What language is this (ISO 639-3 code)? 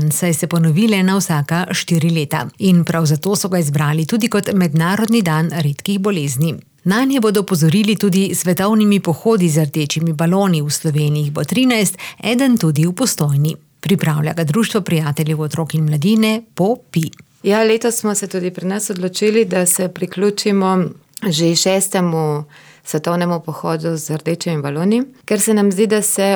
slv